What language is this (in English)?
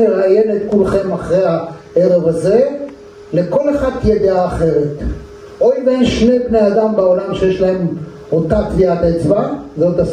Hebrew